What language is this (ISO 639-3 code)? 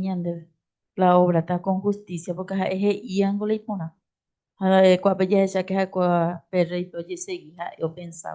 grn